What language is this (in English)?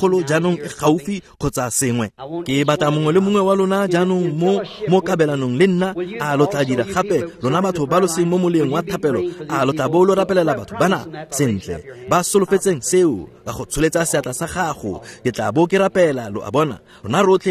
Tswana